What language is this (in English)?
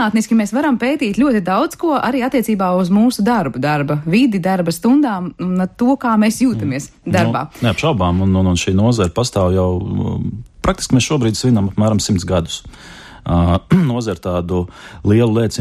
Latvian